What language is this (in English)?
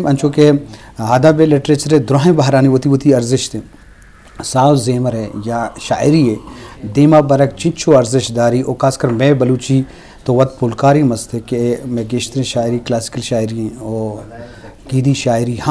Eastern Balochi